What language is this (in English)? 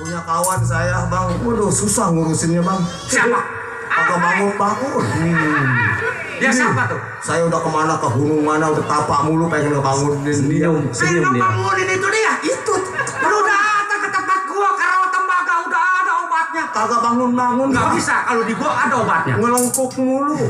Betawi